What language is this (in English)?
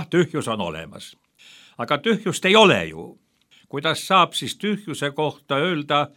Estonian